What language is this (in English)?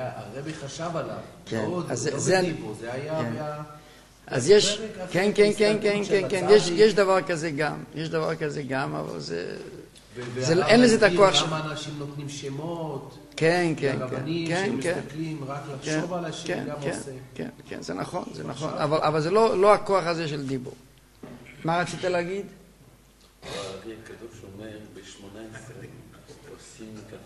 Hebrew